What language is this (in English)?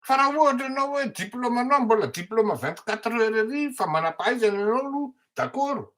Malagasy